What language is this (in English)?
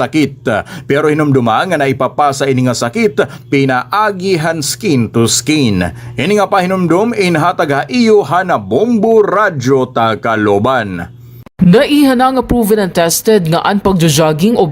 Waray